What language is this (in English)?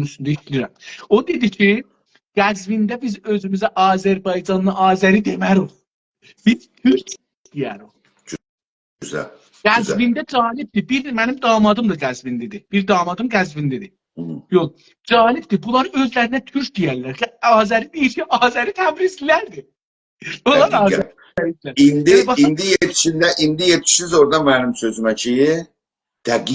South Azerbaijani